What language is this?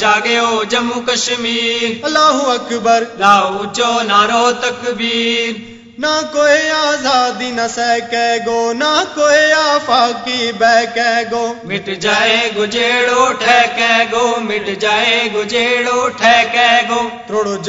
Gujari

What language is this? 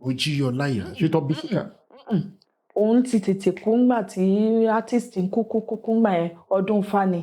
Yoruba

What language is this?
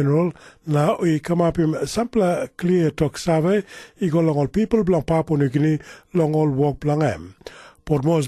Tok Pisin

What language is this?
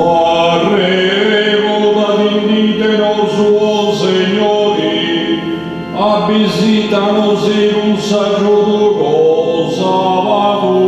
Sardinian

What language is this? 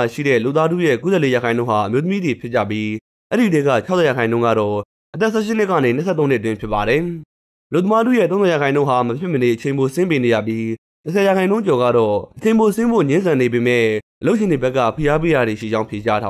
Burmese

